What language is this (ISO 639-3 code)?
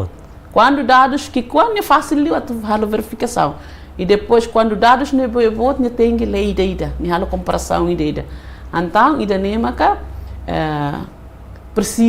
tet